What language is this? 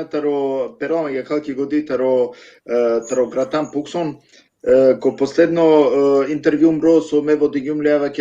Balkan Romani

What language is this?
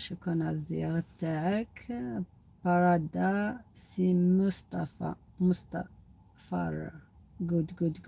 Algerian Arabic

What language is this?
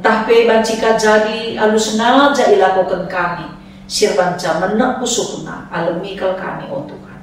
Batak Karo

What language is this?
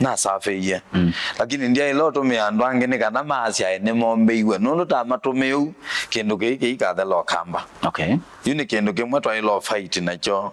Kamba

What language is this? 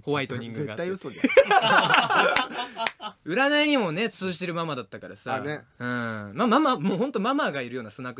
Japanese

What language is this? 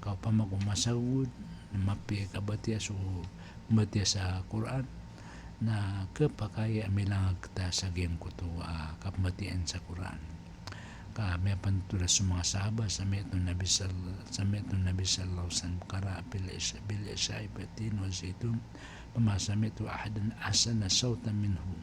Maranao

